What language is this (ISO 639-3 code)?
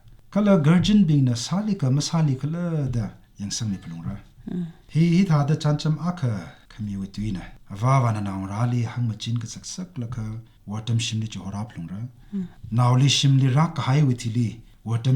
nmf